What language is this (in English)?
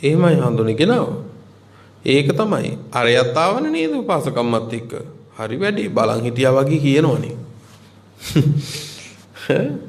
Sinhala